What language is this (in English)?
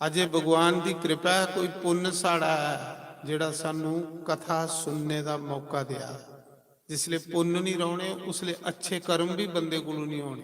Dogri